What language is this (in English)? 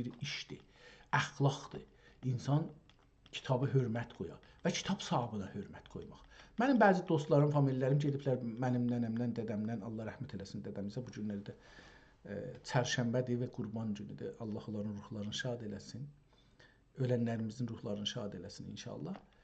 South Azerbaijani